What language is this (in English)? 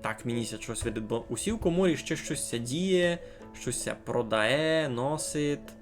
Rusyn